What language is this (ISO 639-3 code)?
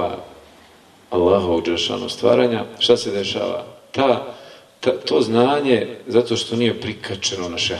bos